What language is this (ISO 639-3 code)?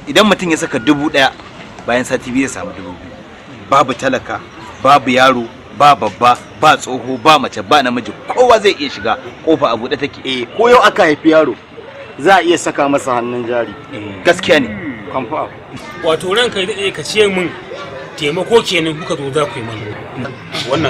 hau